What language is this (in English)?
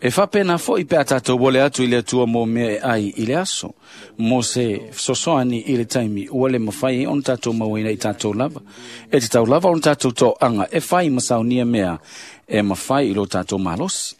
Samoan